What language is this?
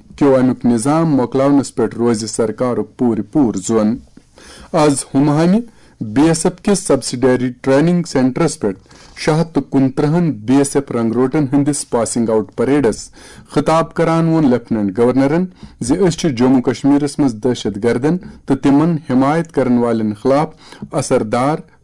Kashmiri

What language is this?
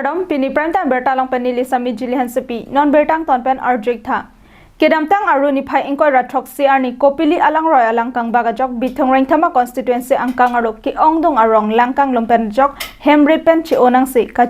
Karbi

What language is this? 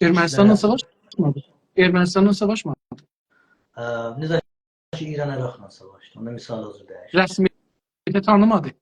South Azerbaijani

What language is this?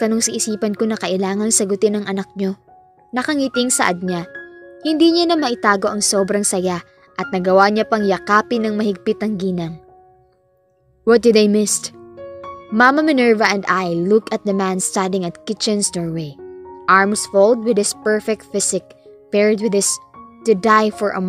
Filipino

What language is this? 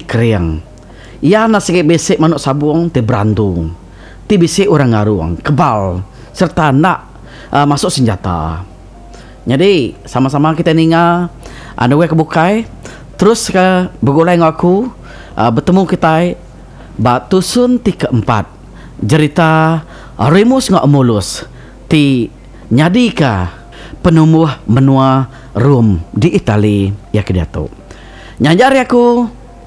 Iban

